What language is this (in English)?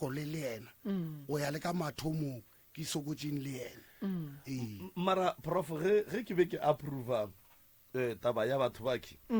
Northern Sotho